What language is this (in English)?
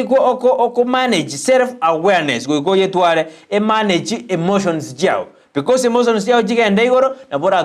Gusii